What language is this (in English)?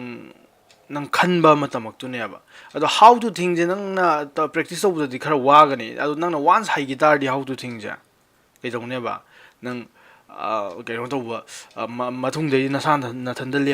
Manipuri